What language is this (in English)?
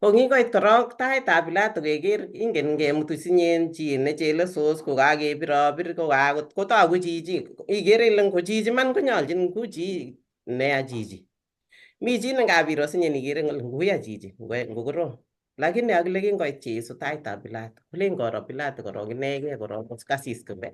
Kalenjin